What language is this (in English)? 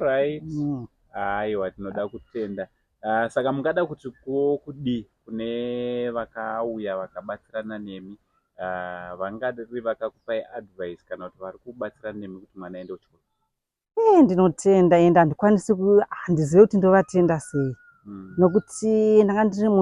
Shona